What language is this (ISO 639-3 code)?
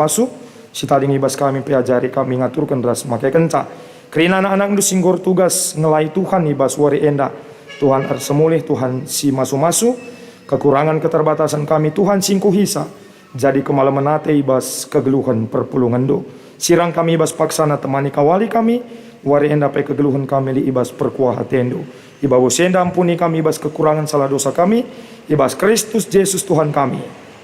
btx